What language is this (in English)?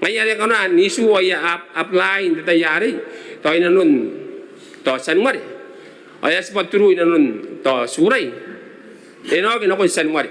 Gilbertese